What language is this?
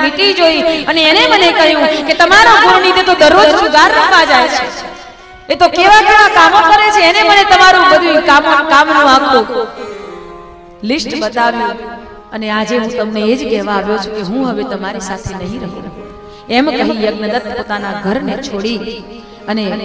Gujarati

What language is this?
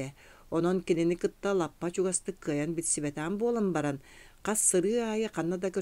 Yakut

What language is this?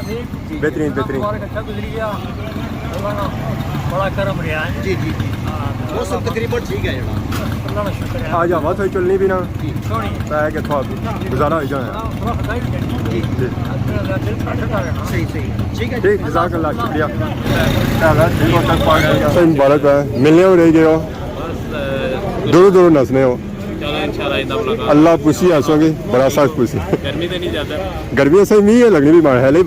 Pahari-Potwari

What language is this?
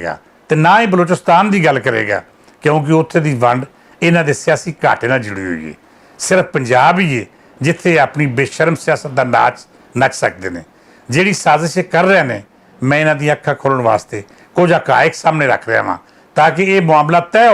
Western Panjabi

